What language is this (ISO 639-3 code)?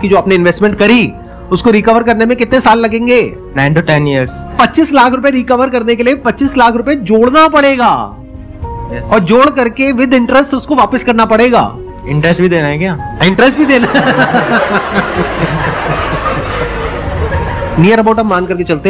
hin